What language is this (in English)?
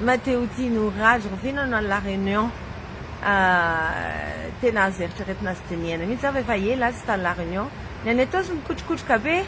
Malagasy